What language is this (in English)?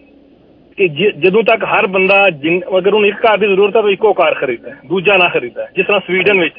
Punjabi